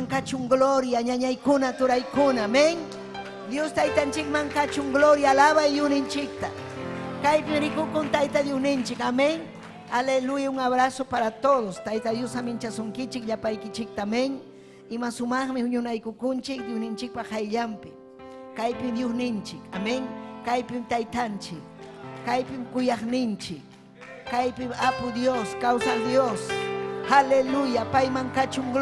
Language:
Ayacucho Quechua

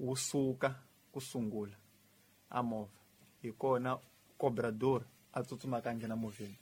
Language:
Tsonga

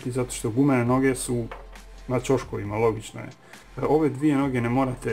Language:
Croatian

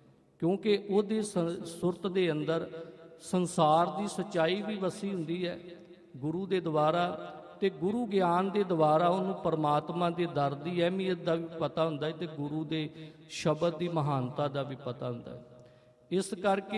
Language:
Punjabi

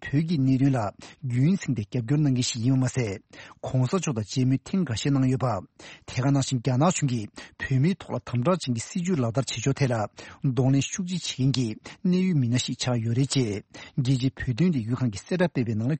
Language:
Tibetan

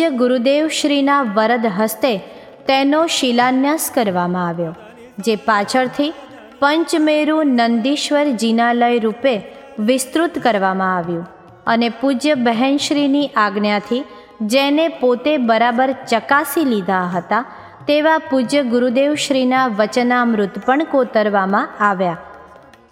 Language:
Gujarati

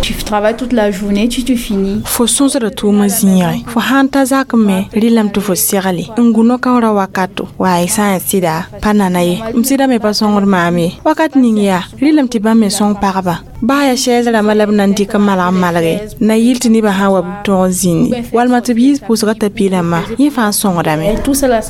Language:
Mossi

